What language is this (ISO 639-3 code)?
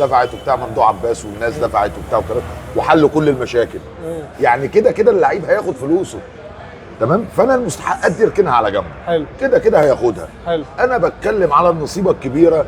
arz